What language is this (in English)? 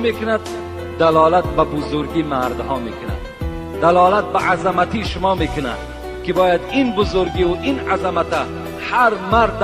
Tajik